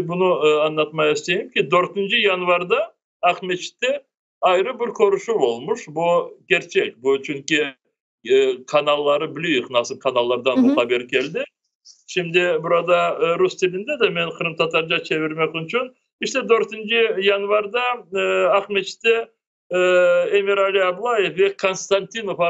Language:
Crimean Tatar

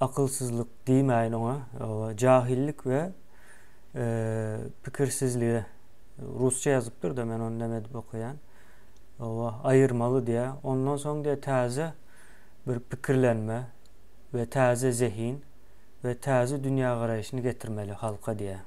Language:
Turkmen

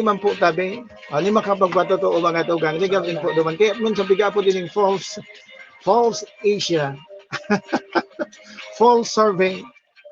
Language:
Bikol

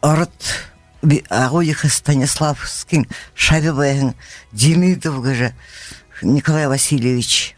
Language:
Buriat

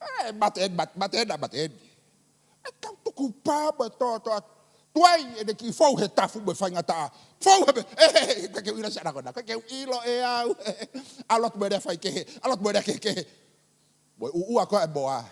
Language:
Tongan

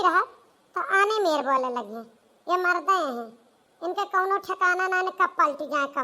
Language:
Awadhi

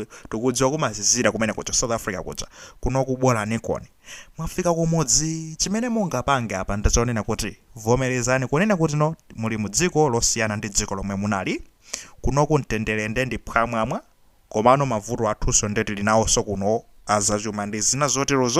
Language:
Nyanja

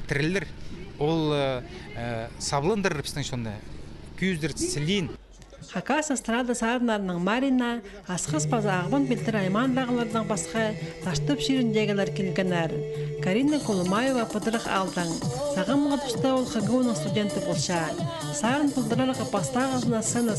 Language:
Khakas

